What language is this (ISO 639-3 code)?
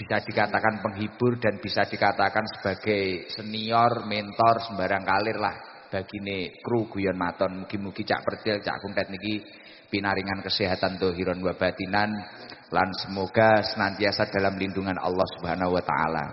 jav